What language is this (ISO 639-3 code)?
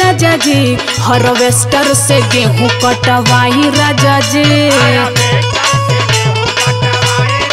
bho